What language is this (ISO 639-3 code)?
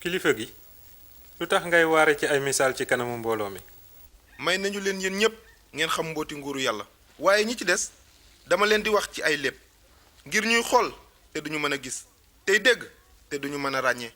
wol